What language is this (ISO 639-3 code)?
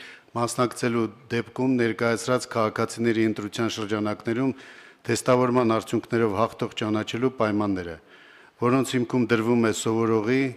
hye